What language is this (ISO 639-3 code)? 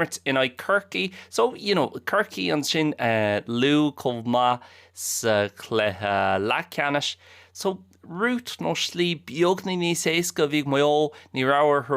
gle